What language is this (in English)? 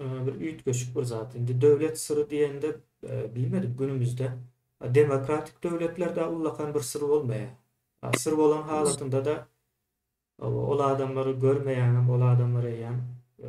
Turkmen